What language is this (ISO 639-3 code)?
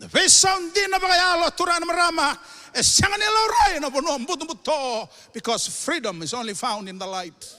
fij